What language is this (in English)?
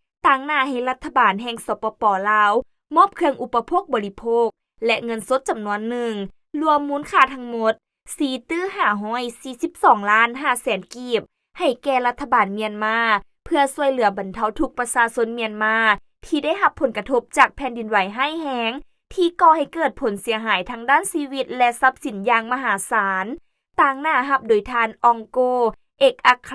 Lao